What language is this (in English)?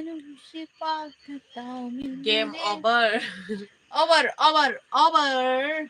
Manipuri